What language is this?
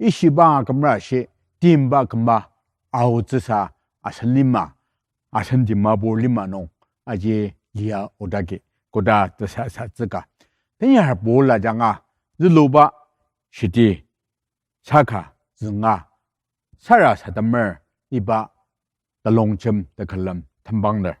Ao Naga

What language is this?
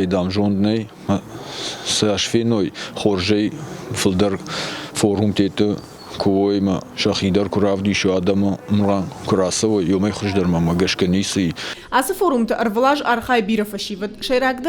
Ossetic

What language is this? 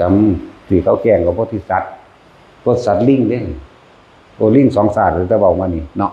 Northeastern Thai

